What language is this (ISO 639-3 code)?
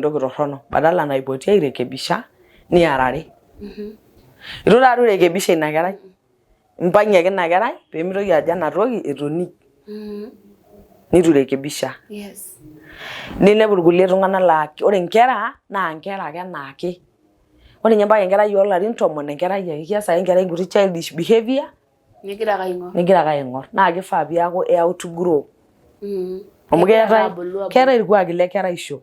mas